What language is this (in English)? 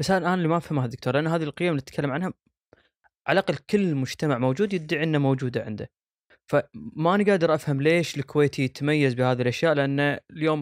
Gulf Arabic